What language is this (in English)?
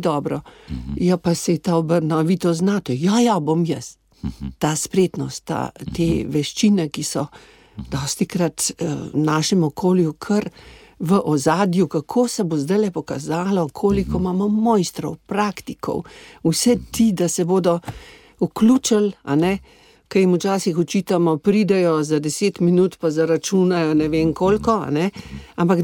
Slovenian